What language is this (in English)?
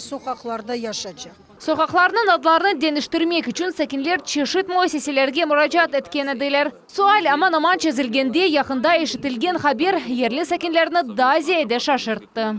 Crimean Tatar